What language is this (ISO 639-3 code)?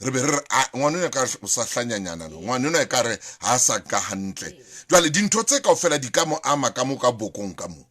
sot